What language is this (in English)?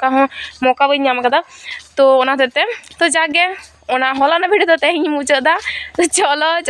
Santali